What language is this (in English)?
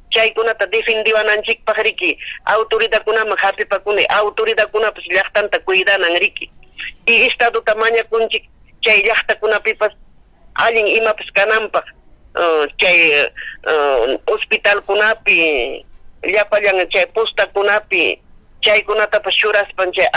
Ayacucho Quechua